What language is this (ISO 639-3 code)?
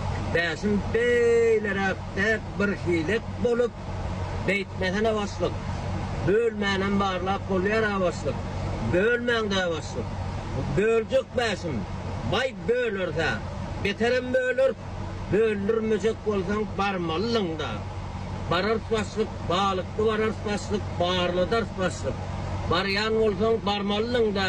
tuk